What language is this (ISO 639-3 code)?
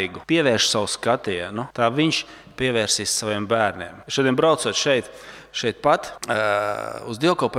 lav